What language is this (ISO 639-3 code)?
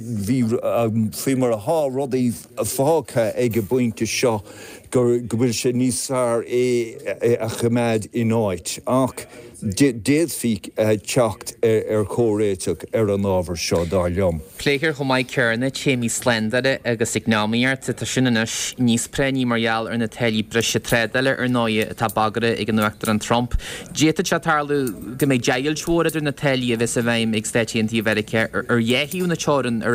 gle